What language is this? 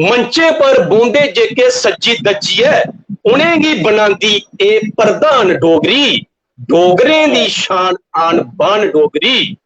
Dogri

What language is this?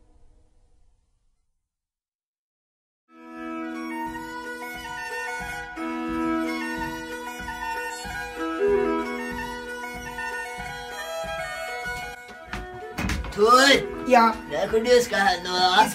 Norwegian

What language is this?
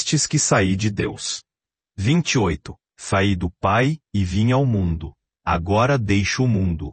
Portuguese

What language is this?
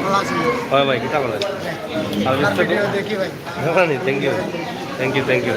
Sylheti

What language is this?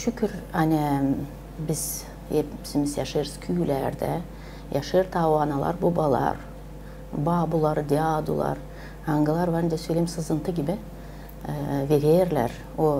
Gagauz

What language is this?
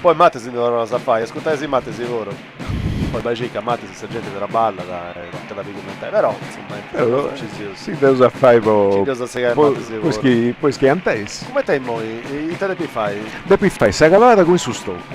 Sardinian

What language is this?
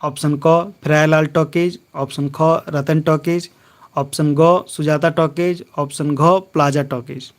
Kurukh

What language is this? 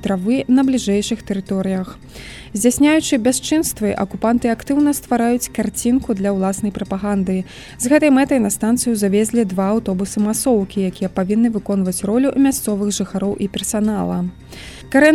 Belarusian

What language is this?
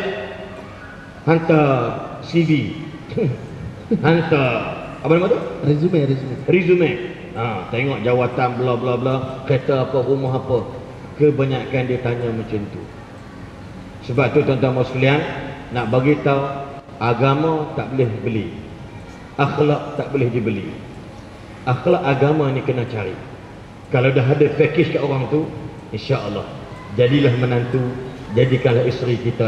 Malay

